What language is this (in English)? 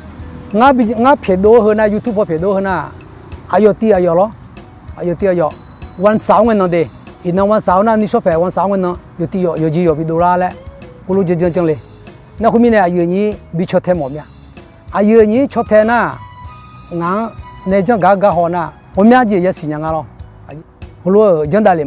Akha